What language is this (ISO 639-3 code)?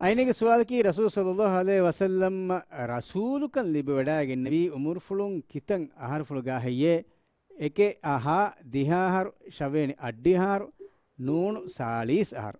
div